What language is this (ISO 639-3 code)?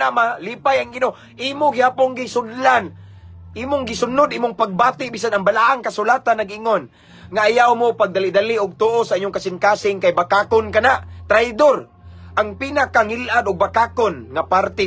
ceb